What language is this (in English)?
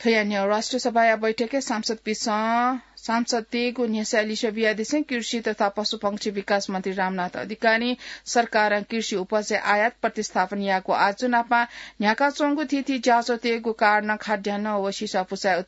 Newari